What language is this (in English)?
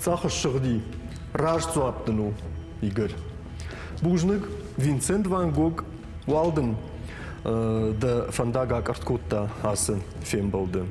Ossetic